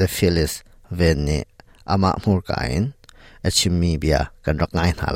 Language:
Hakha Chin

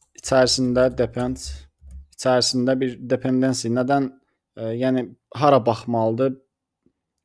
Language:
Azerbaijani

